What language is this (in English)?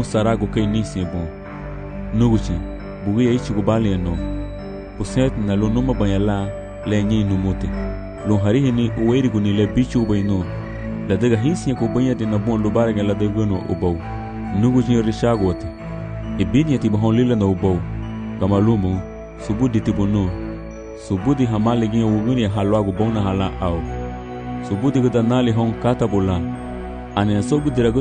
Garifuna